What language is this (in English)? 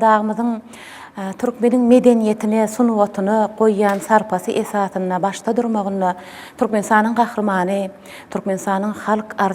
Turkmen